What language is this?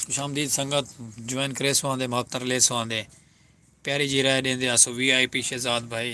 Saraiki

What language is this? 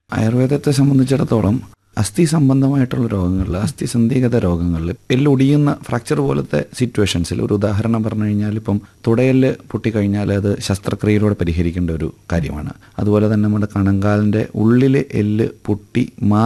Malayalam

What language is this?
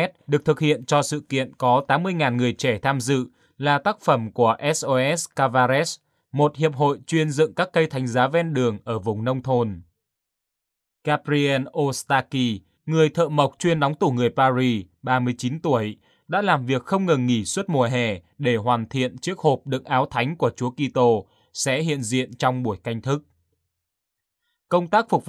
Vietnamese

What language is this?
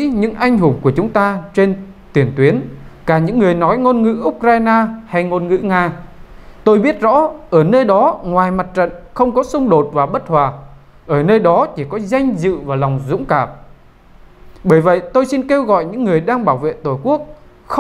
Vietnamese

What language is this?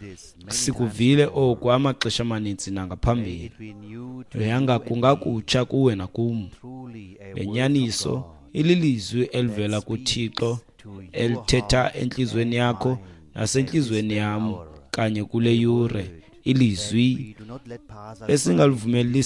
Xhosa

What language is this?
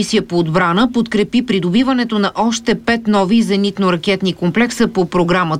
Bulgarian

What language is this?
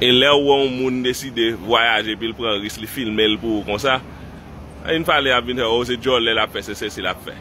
Haitian Creole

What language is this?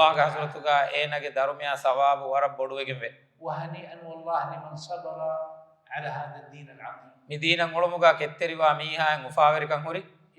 Divehi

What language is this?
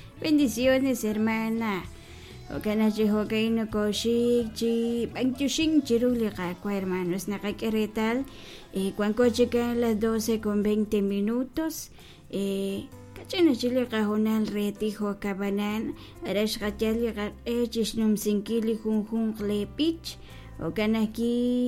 Kekchí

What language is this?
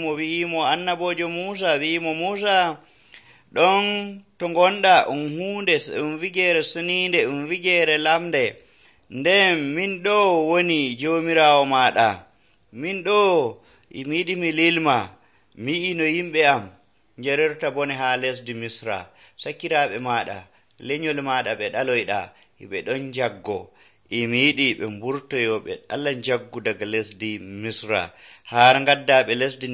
Nigerian Fulfulde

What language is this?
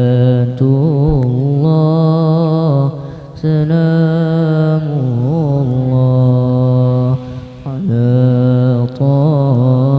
Banjar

